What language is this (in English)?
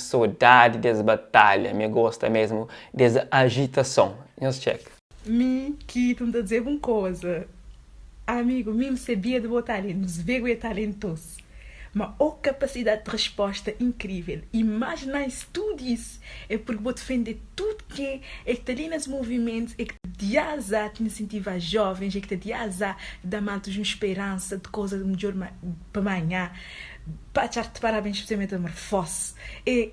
Kabuverdianu